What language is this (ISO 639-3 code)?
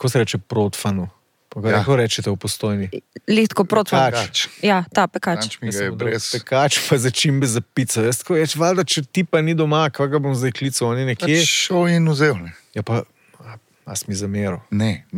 slv